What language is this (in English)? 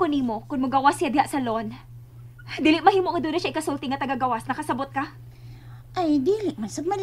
Cebuano